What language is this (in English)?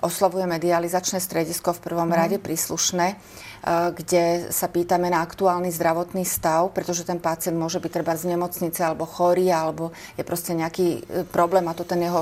Slovak